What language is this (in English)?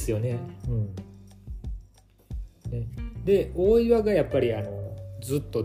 Japanese